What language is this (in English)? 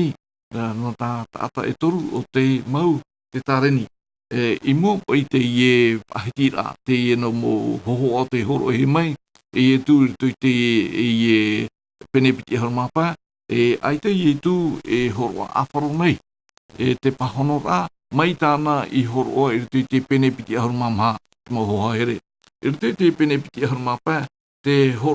Tahitian